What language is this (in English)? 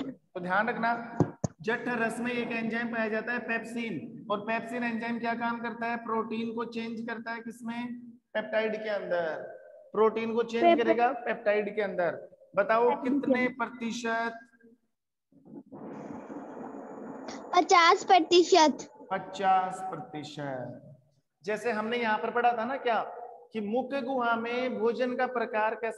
Hindi